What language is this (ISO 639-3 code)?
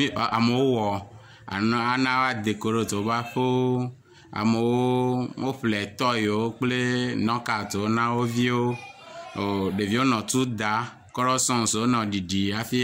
ewe